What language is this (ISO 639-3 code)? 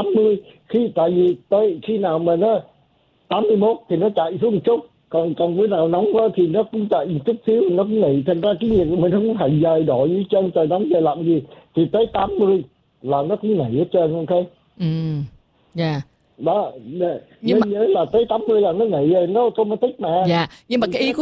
vie